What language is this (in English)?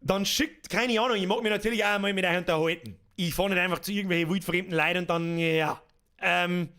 Bavarian